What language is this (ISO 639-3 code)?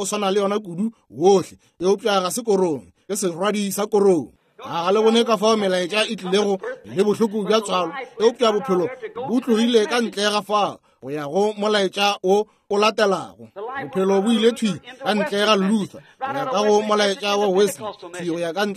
nso